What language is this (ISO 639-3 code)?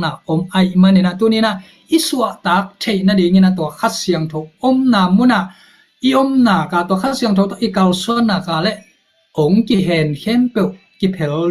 ctd